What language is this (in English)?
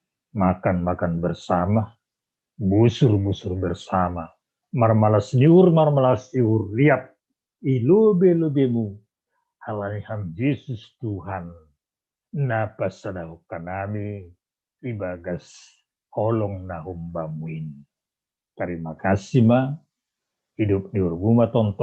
Batak Simalungun